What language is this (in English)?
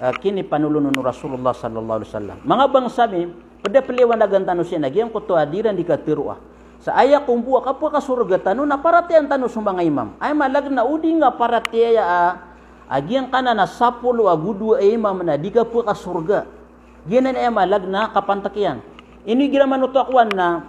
Maranao